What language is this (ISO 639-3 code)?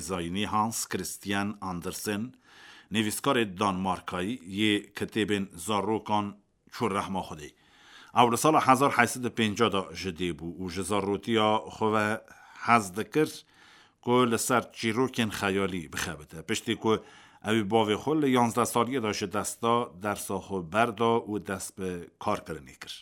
kur